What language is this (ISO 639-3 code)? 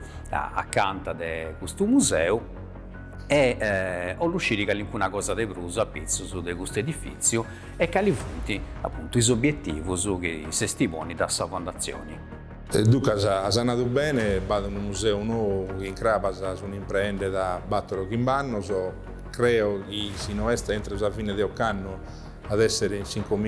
srd